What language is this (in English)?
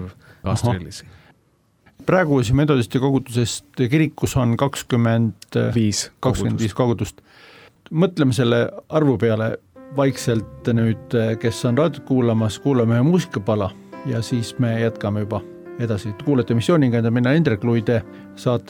Estonian